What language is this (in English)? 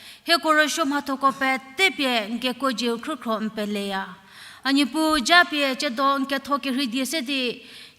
Angami Naga